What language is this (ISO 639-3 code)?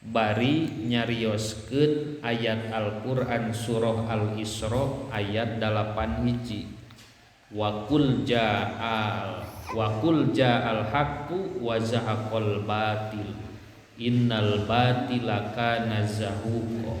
sun